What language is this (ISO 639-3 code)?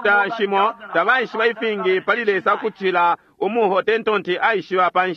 bem